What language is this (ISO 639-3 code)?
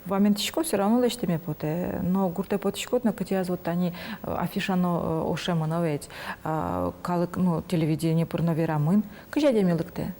udm